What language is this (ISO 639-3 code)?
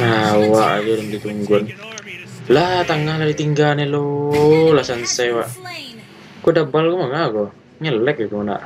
min